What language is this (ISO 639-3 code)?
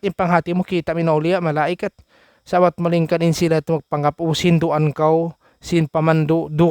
tsg